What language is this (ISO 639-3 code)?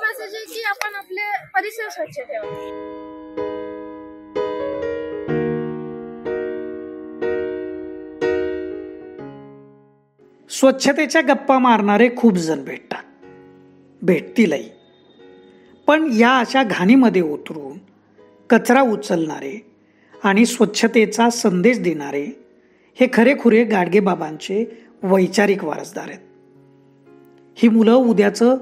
mar